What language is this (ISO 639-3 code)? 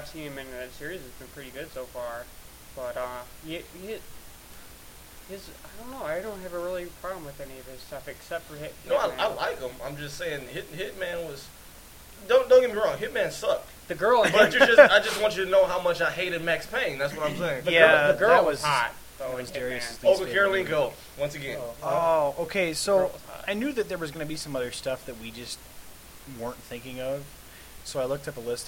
eng